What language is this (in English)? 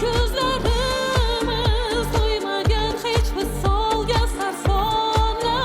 Kara-Kalpak